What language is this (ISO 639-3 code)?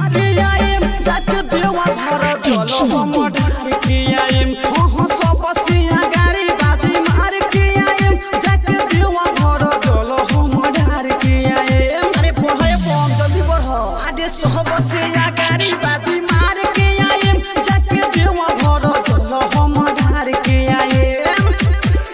bho